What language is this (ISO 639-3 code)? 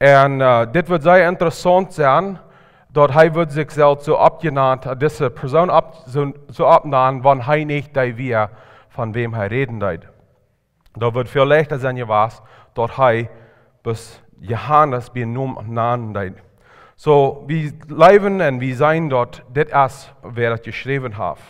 pdt